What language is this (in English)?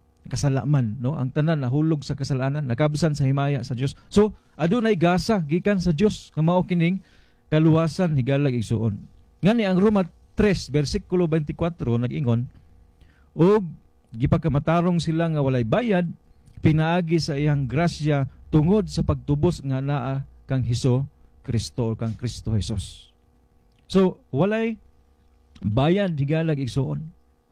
Cebuano